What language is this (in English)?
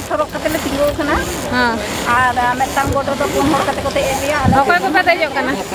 Santali